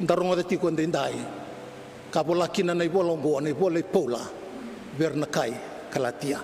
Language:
Fijian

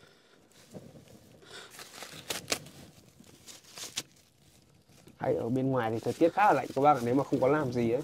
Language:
Vietnamese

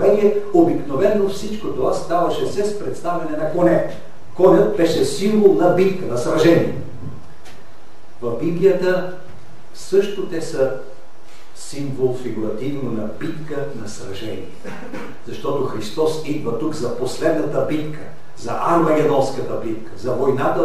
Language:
Bulgarian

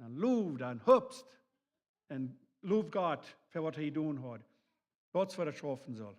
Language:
Plautdietsch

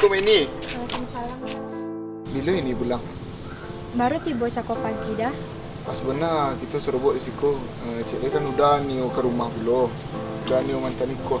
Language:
Minangkabau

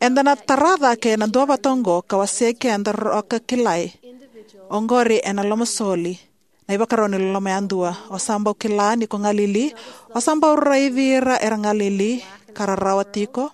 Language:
Fijian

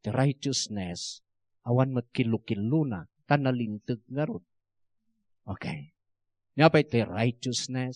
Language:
Iloko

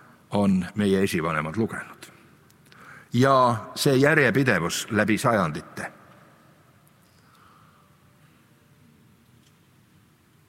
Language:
Estonian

